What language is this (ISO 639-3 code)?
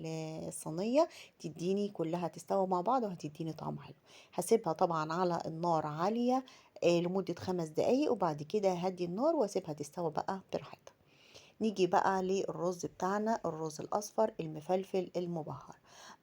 arz